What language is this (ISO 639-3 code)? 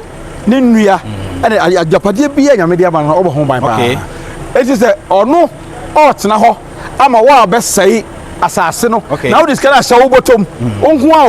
aka